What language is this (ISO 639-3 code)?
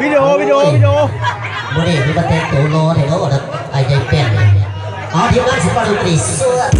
lao